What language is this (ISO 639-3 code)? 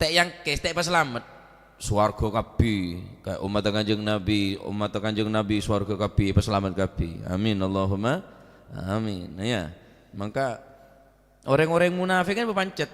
mad